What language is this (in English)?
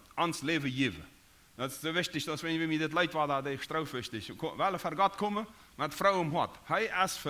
Plautdietsch